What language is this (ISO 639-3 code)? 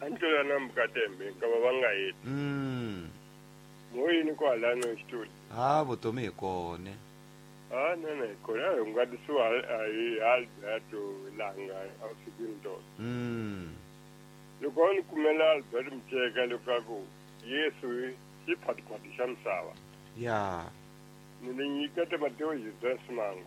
tso